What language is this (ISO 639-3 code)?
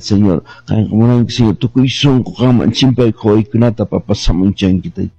que